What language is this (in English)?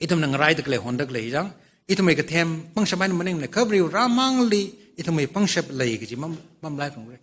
Tangkhul Naga (India)